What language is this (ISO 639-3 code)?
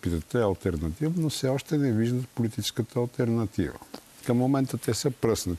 bul